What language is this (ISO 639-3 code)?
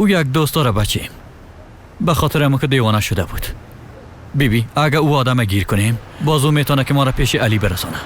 tgk